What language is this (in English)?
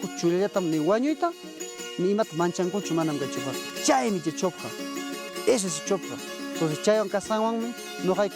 Ayacucho Quechua